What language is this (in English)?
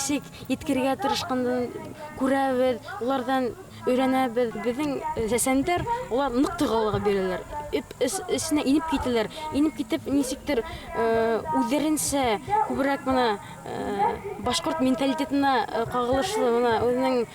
Bashkir